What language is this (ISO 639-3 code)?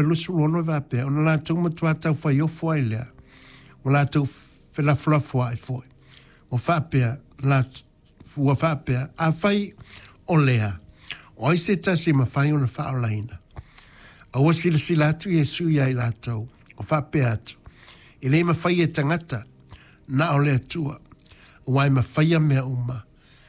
smo